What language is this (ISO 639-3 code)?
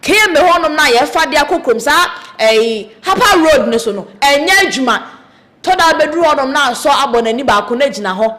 aka